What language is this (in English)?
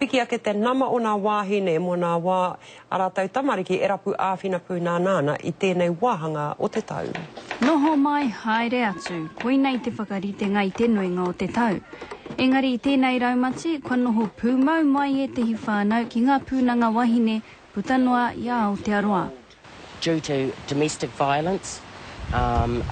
Māori